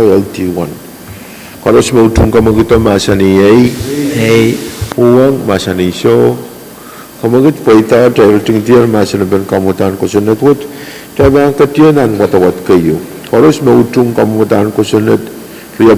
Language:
Pohnpeian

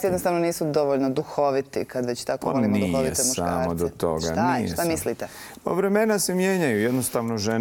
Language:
Bosnian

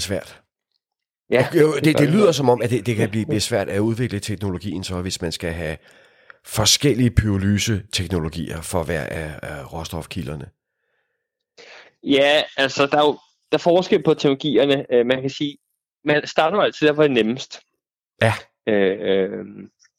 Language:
Danish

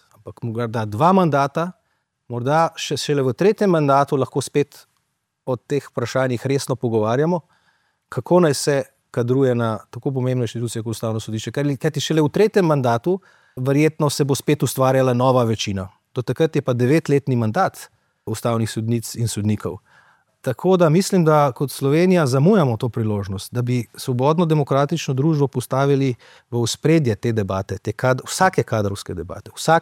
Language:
Slovenian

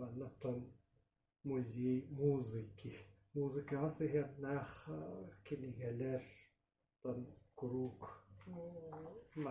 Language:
Yakut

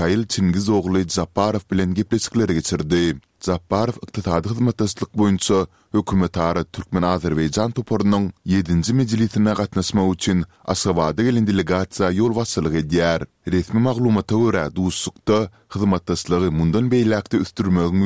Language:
Turkmen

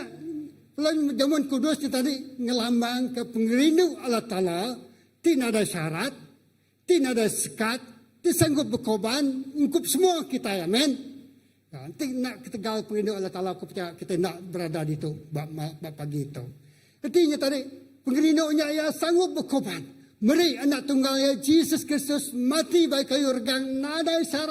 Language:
Iban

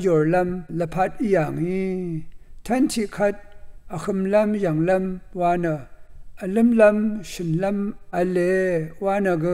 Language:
Rawang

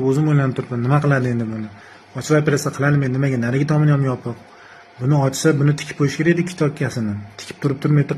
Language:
Uzbek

